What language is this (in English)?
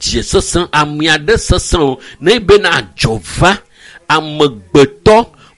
Ewe